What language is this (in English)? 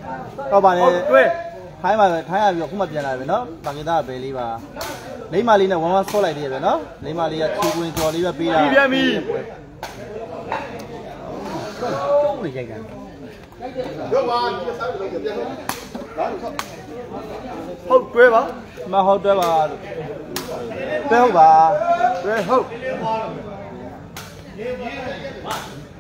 Burmese